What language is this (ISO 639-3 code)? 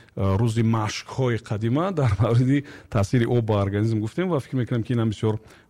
tgk